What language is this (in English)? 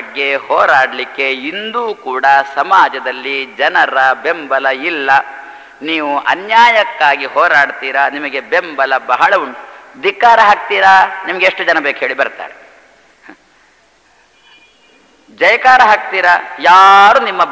Kannada